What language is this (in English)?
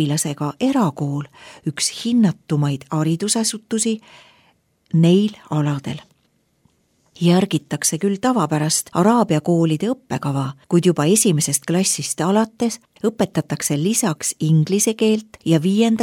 Estonian